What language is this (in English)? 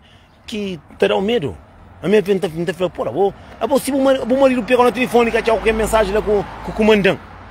Kabuverdianu